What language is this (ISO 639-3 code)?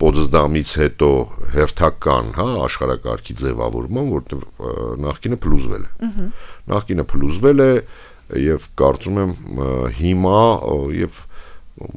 hye